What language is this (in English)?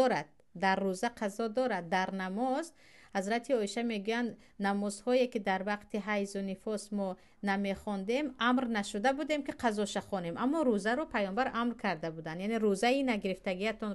Tajik